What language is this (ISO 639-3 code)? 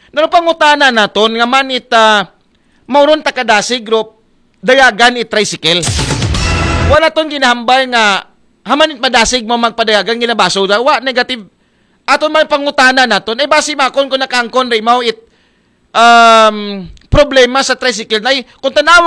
akl